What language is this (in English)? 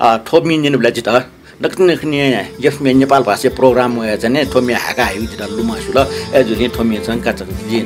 Newari